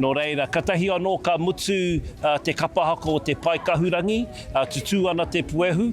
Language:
Māori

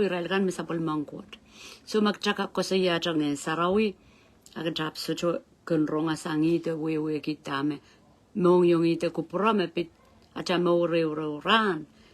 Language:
Pohnpeian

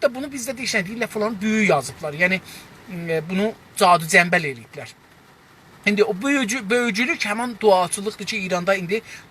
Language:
South Azerbaijani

